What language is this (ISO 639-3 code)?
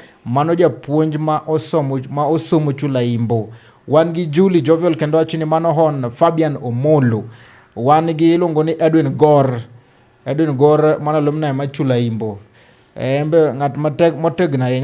luo